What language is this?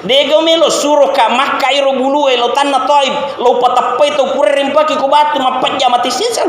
Buginese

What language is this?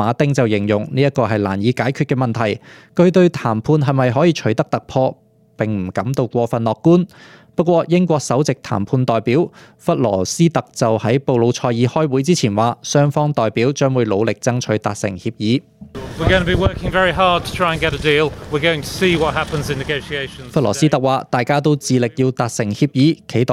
Cantonese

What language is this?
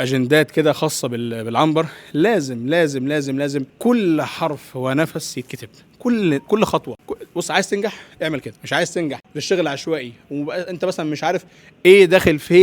Egyptian Arabic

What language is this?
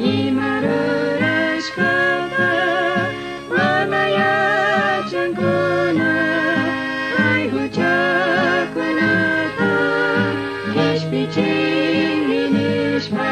Chimborazo Highland Quichua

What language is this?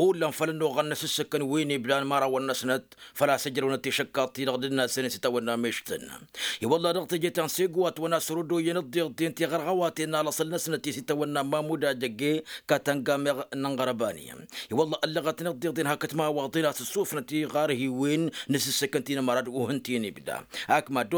Tamasheq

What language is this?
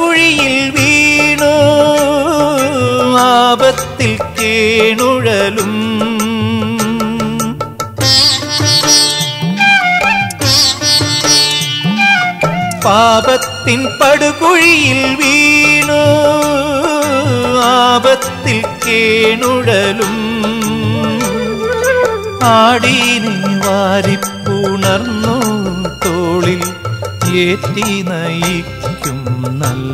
Malayalam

